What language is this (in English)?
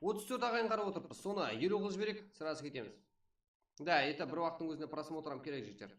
Kara-Kalpak